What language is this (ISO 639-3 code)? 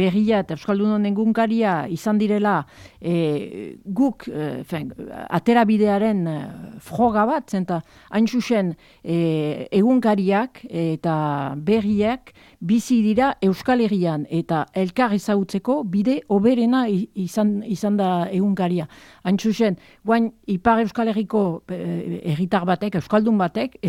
eus